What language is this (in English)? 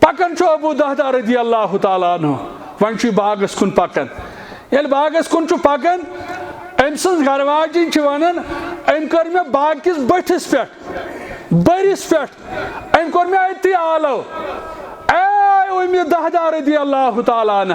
Kashmiri